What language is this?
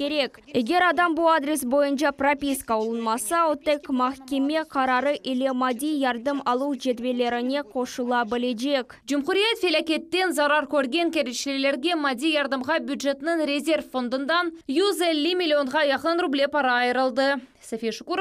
Crimean Tatar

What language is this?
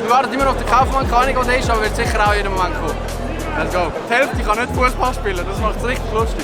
Swiss German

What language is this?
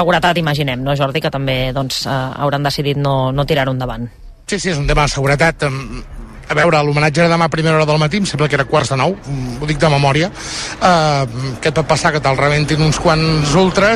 Catalan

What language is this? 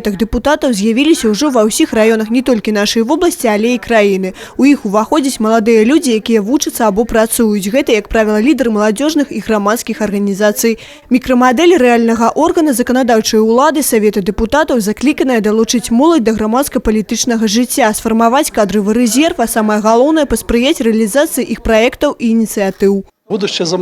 Belarusian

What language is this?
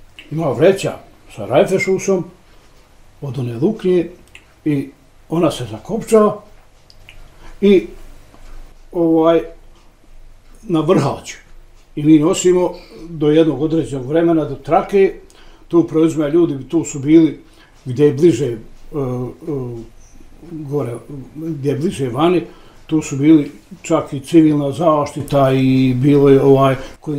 Bosnian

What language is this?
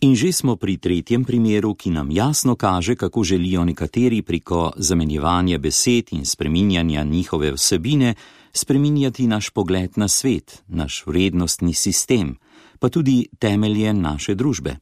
Slovenian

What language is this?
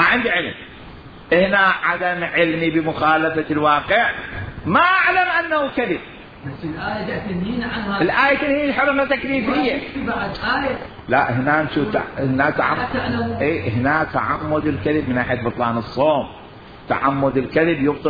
Mesopotamian Arabic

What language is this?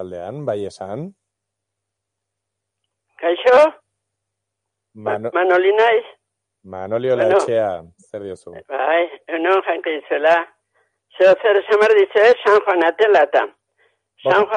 Basque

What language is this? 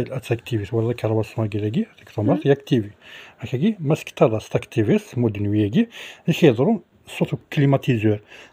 Kabyle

